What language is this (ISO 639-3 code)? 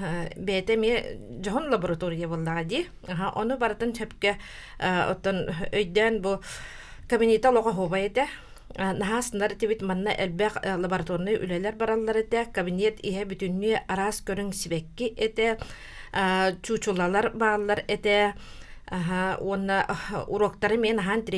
sah